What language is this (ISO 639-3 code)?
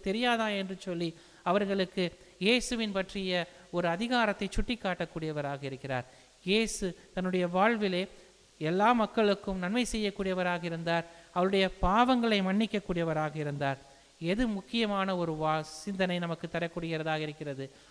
tam